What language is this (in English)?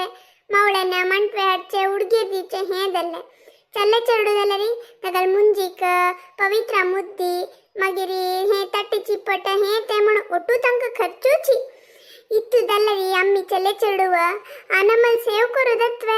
Konkani